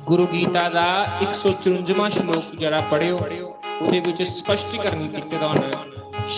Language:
Dogri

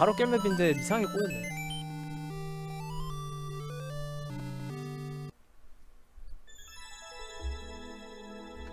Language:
Korean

